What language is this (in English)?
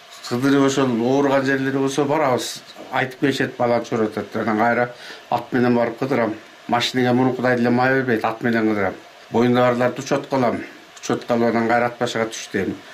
Kyrgyz